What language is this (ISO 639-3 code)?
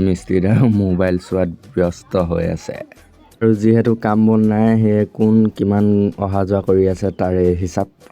asm